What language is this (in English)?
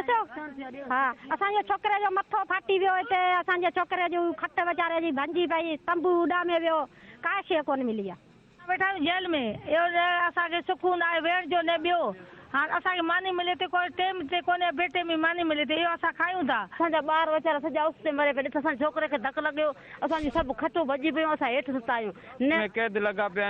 Sindhi